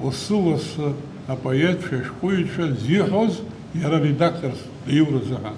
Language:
Abkhazian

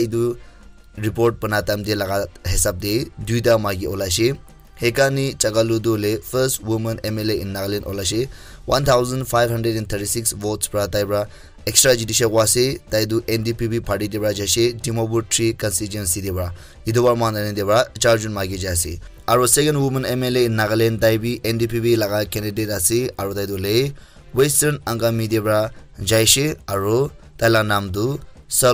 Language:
Naga Pidgin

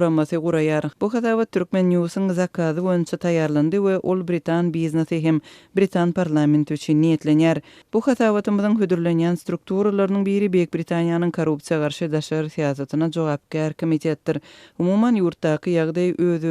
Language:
Turkmen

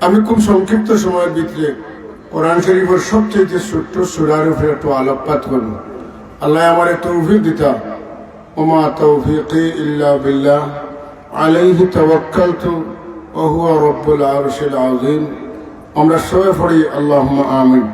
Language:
Sylheti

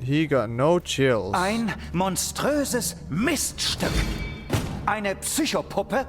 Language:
Swiss German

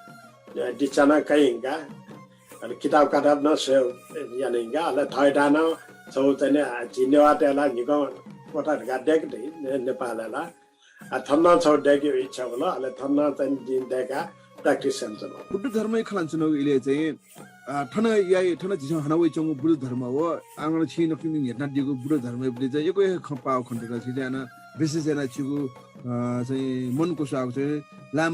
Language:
Newari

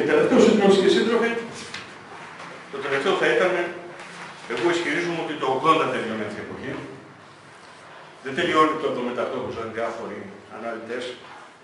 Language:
Greek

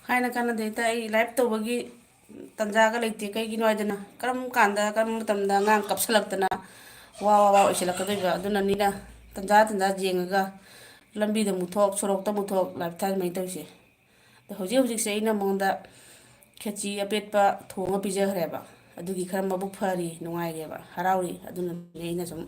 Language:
Manipuri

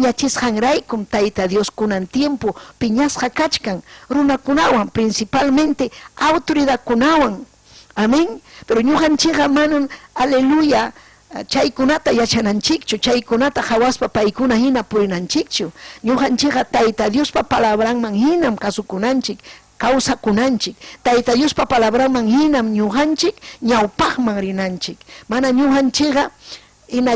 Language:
Ayacucho Quechua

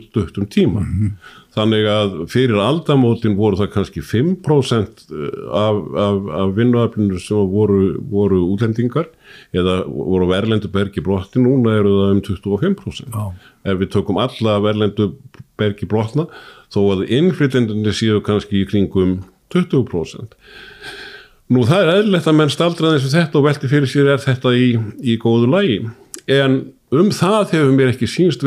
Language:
Icelandic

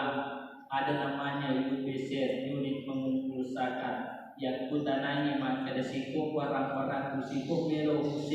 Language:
Buginese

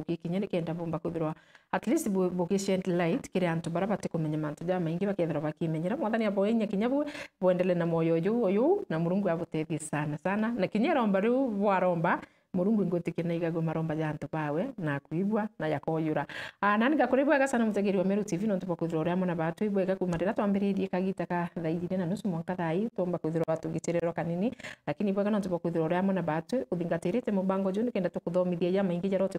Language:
Meru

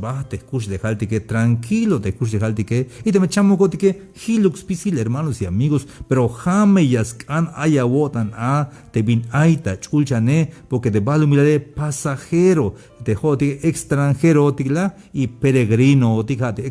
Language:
Tzeltal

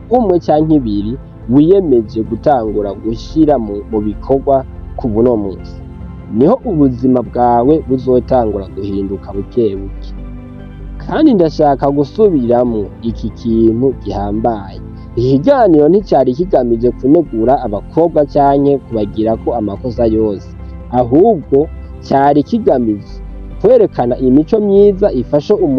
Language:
Rundi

